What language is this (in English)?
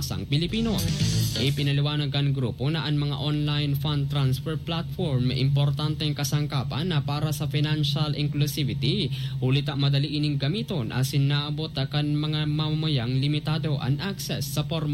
Bikol